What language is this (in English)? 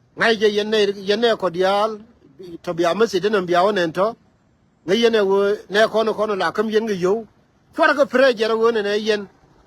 Nuer